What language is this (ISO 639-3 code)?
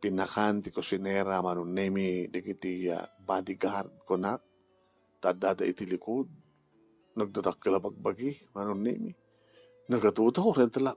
ilo